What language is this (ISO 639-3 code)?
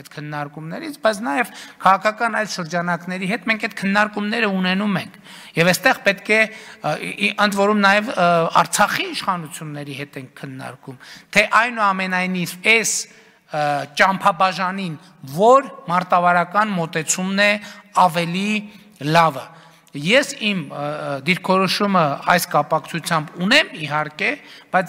hye